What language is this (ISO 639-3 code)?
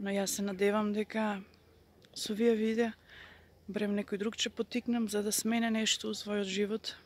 mkd